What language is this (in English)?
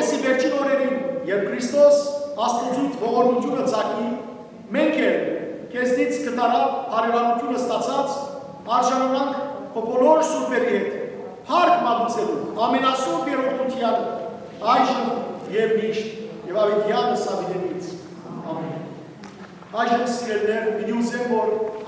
Western Armenian